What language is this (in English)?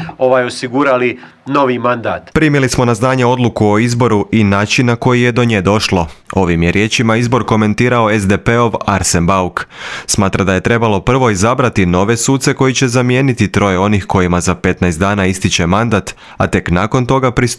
Croatian